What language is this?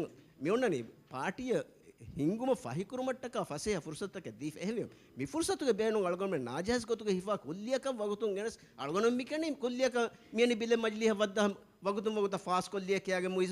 Divehi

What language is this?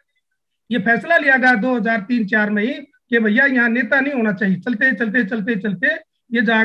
Hindi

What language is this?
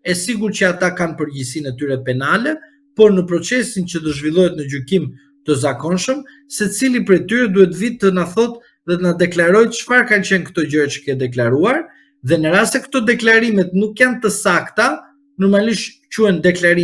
Albanian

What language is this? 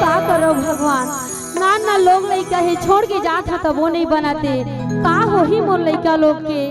Chhattisgarhi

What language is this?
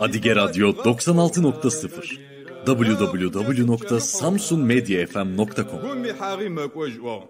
Kabardian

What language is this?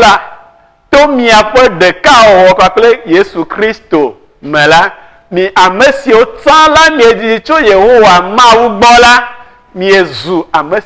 Ewe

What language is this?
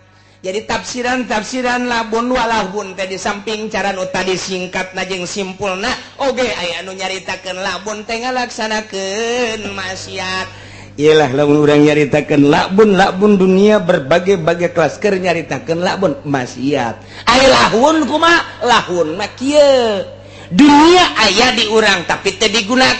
Sundanese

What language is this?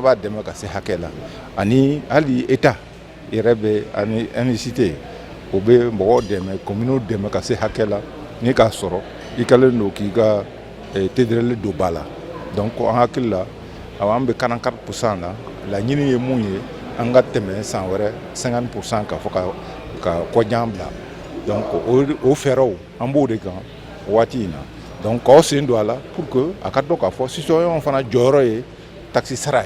Bambara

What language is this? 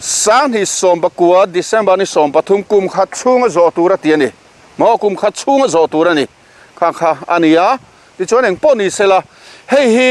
Mizo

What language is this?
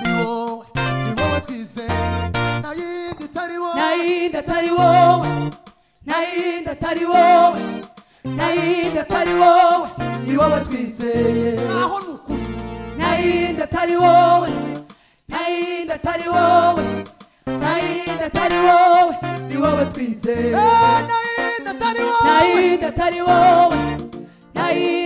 Kinyarwanda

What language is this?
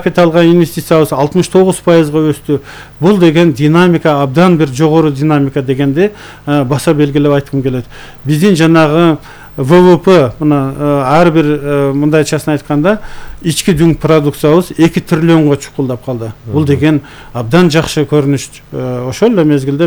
Kyrgyz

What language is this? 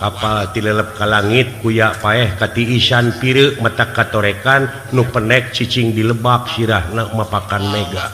Sundanese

